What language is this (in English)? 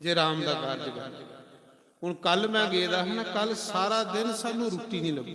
Dogri